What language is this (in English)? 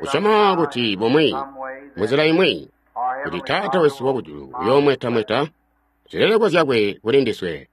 Tonga (Zambia)